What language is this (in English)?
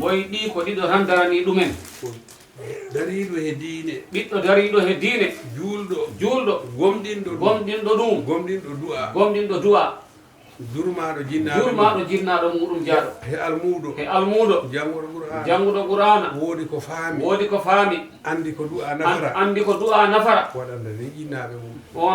Fula